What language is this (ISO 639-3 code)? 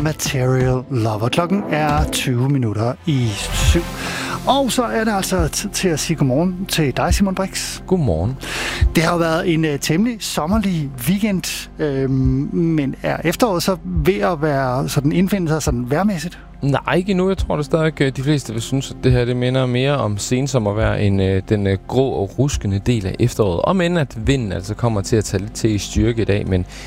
dan